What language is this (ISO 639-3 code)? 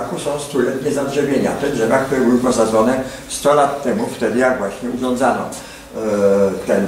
pol